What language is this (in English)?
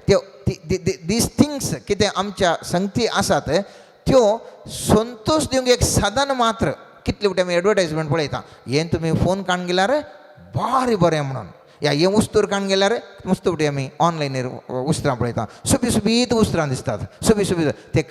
Konkani